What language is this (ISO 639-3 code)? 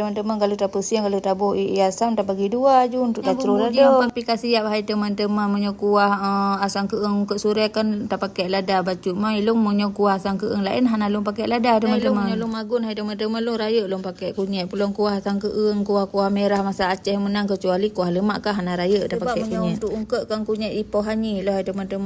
ace